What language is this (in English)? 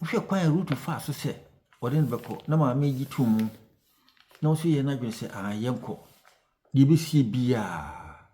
Akan